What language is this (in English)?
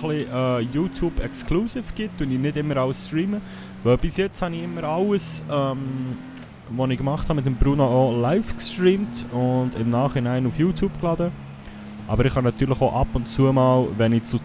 Swiss German